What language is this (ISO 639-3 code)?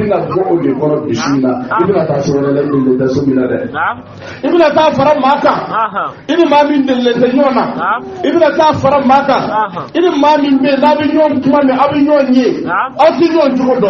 bam